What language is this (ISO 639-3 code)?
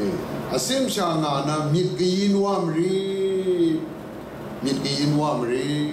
kac